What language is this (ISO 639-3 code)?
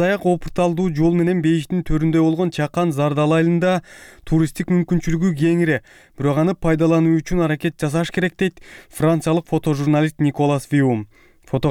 kir